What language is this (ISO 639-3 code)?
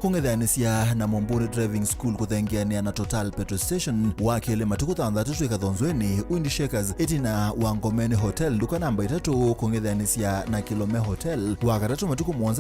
kam